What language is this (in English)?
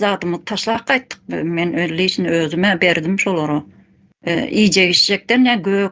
Turkmen